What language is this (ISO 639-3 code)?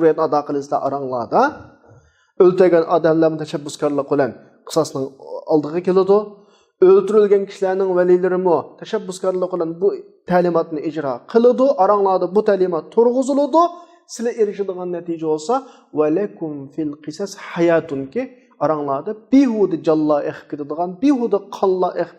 uig